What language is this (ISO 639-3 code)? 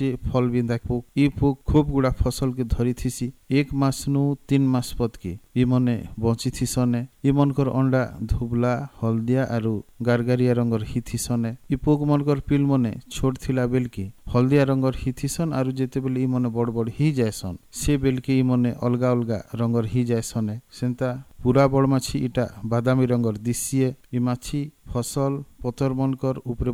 ori